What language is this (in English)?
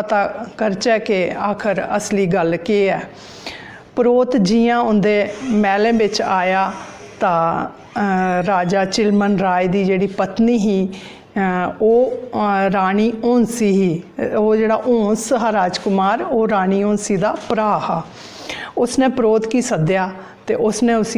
Dogri